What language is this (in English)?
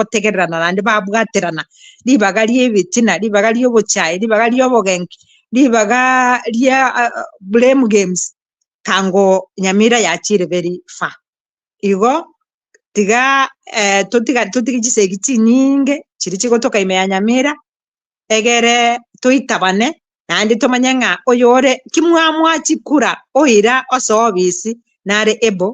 Gusii